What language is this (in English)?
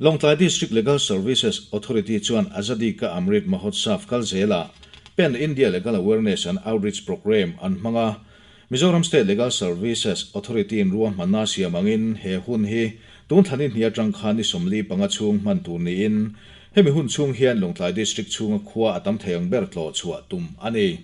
Mizo